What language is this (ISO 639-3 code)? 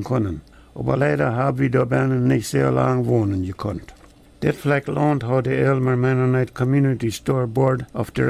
pdt